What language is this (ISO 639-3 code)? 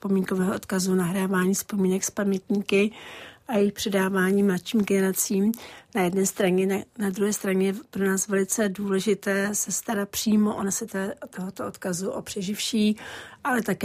ces